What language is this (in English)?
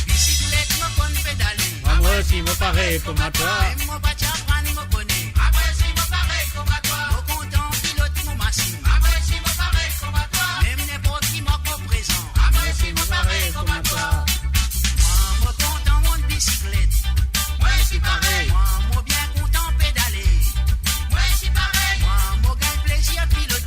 Morisyen